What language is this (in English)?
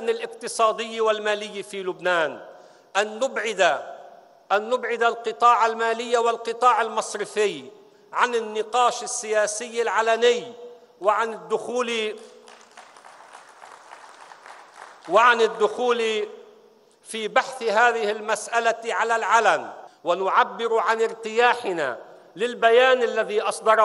Arabic